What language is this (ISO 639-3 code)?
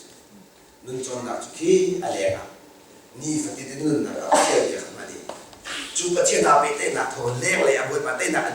cnh